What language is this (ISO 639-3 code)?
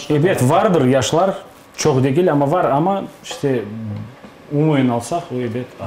crh